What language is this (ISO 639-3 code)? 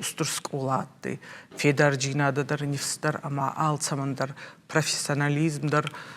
oss